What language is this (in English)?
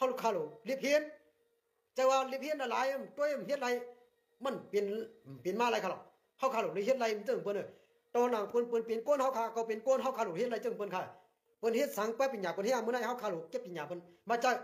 Shan